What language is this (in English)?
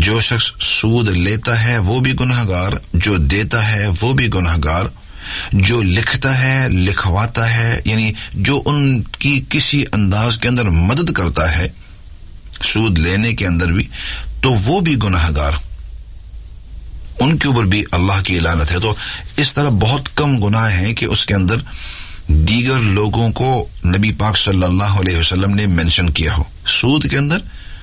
Urdu